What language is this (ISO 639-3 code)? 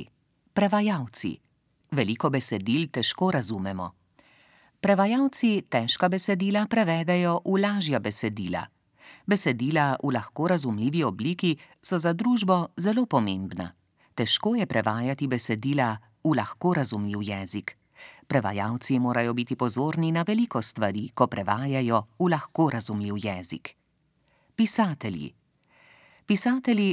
slv